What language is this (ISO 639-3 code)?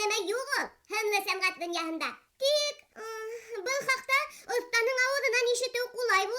bak